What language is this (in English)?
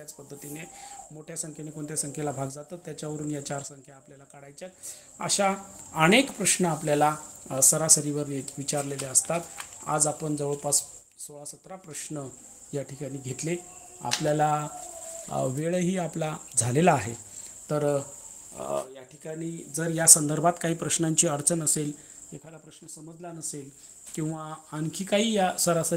Marathi